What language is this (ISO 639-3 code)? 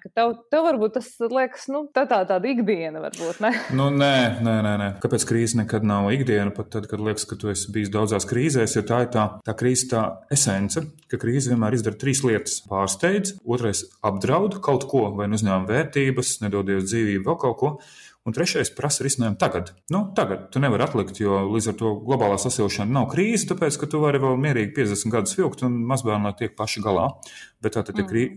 lav